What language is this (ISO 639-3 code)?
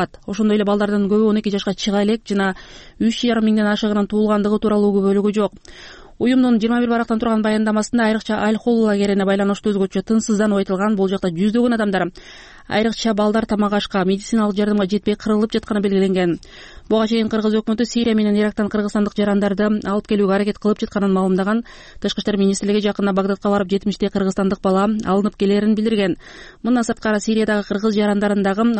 kir